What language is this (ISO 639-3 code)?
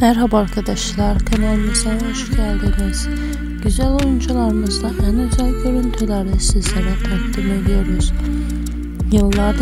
tur